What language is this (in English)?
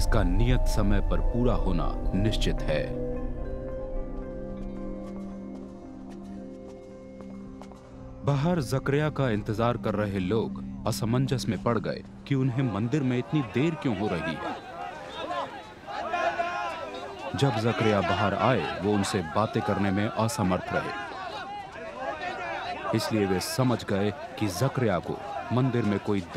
Hindi